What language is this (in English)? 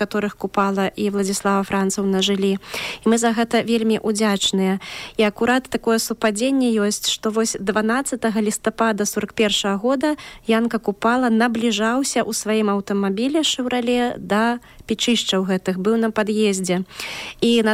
Belarusian